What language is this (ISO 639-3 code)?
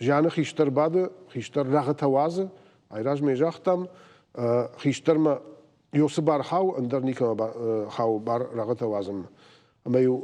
oss